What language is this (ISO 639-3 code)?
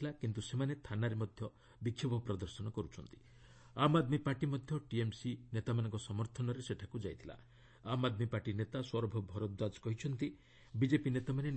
ori